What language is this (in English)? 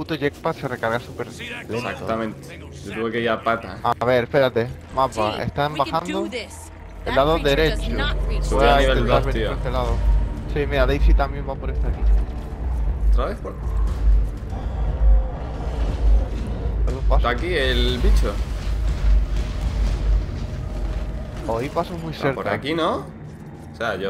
Spanish